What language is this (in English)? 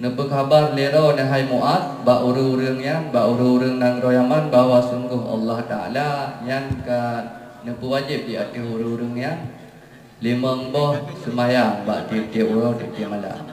Achinese